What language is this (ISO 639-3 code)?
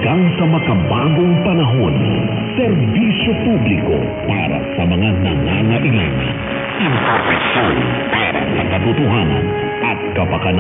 fil